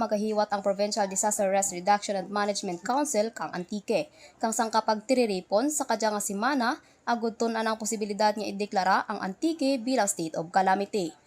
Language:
Kinaray-a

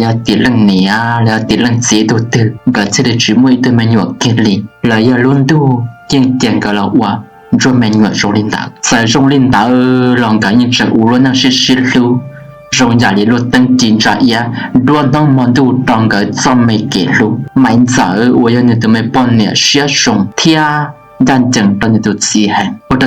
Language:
Hmong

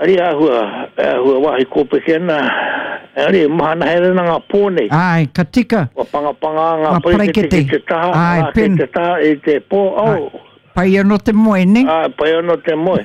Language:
Māori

